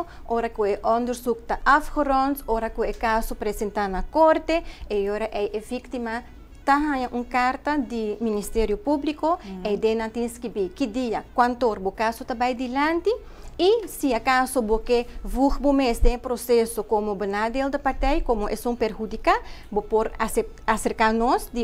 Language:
Papiamento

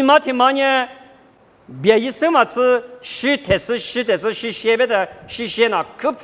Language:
Lisu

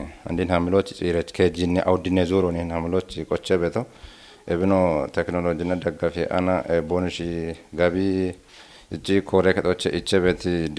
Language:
Kafa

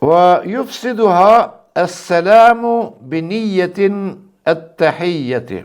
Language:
Albanian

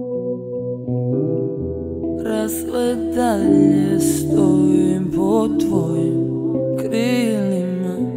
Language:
Serbian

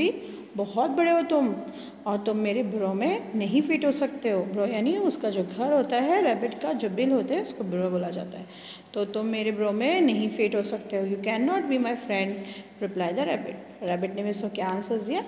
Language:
Hindi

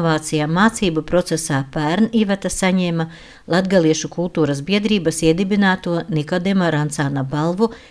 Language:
Latvian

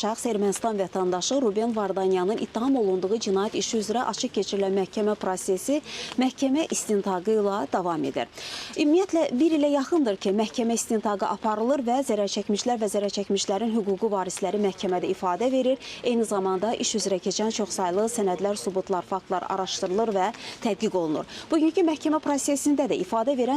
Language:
Azerbaijani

